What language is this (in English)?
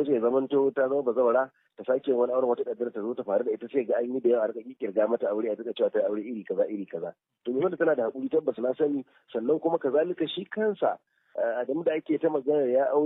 Hausa